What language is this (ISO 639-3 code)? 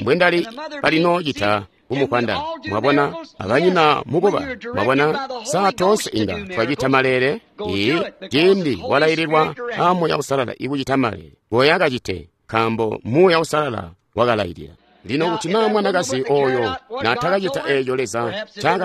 toi